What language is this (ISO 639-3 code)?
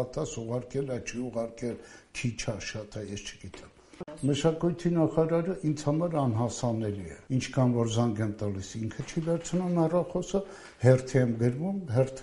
hye